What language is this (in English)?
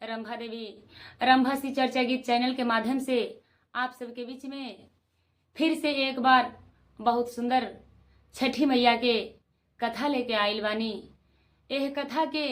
Bhojpuri